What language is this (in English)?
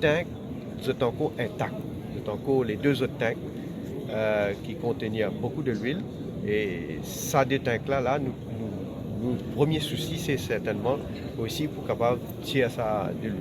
Morisyen